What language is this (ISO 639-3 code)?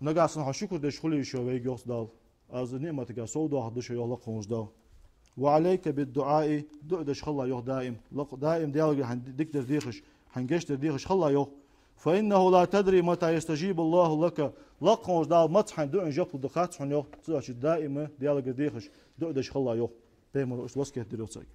inh